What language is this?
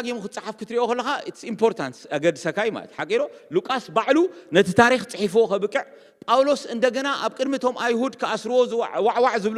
Tigrinya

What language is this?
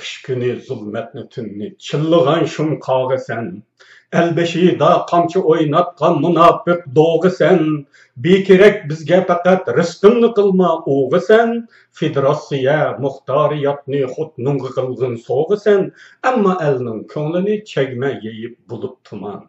Uyghur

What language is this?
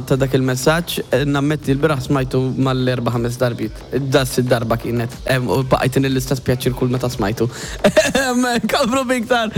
Maltese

